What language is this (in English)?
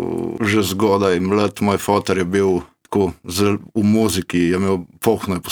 Slovenian